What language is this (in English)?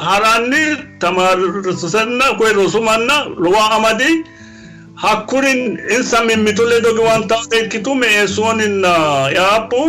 Sidamo